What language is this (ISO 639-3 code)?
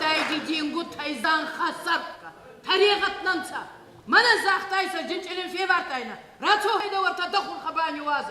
oss